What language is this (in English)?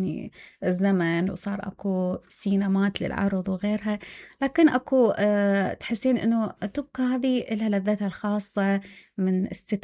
Mesopotamian Arabic